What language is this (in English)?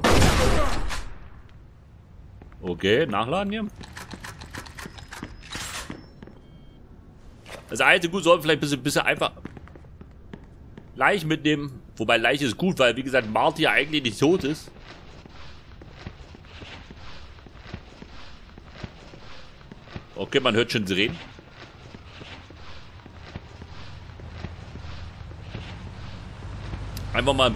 German